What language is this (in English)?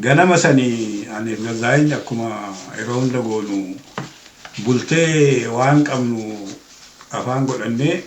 Oromo